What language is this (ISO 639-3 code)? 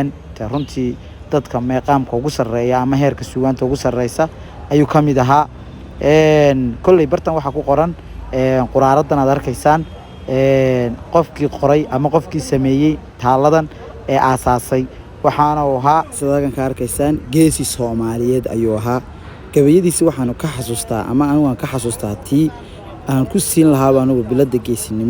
som